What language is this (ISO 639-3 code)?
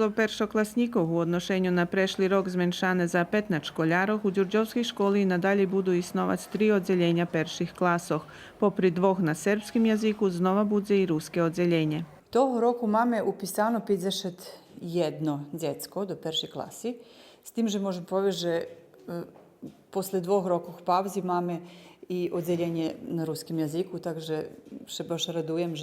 rue